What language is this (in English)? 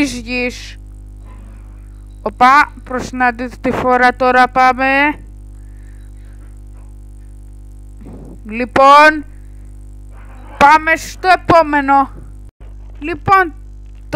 Greek